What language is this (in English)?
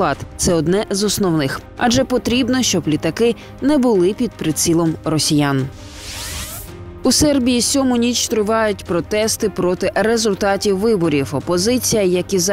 Ukrainian